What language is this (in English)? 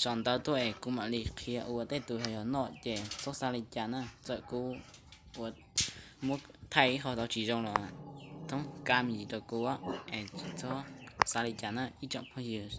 Hmong